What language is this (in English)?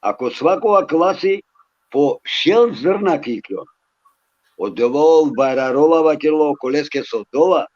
Balkan Romani